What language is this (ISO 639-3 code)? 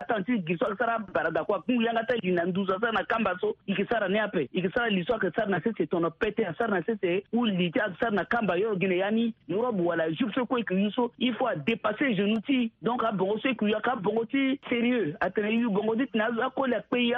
sag